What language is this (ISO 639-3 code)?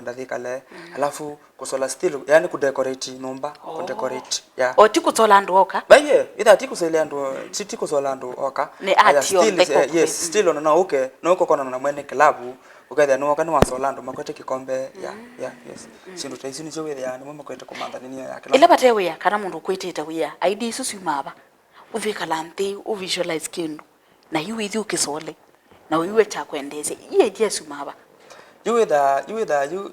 kam